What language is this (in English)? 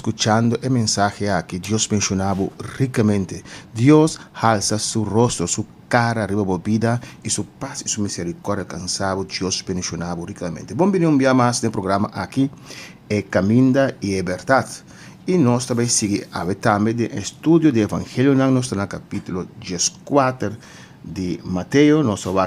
Papiamento